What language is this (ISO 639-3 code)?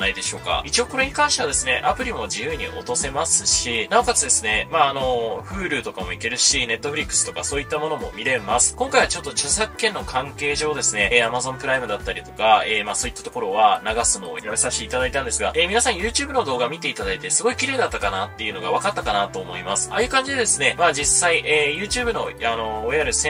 jpn